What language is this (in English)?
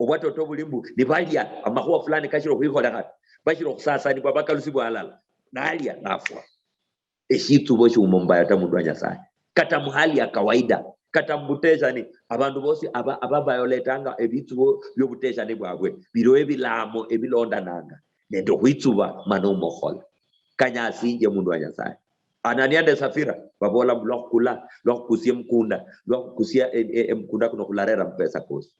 Luyia